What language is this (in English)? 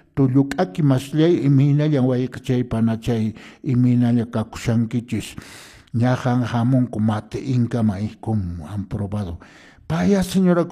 Quechua